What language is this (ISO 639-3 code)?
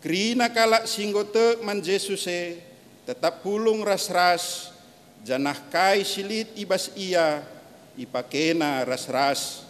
btx